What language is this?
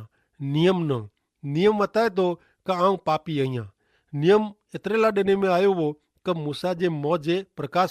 Kachhi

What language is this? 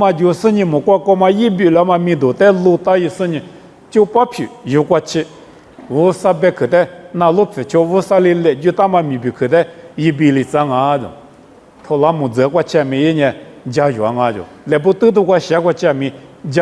Lisu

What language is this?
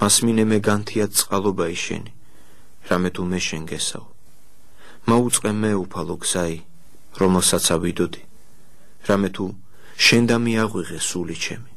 Georgian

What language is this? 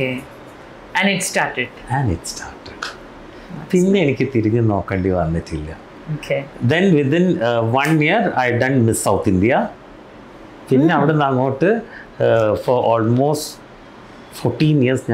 Malayalam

